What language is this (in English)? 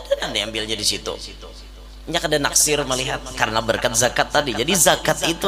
Banjar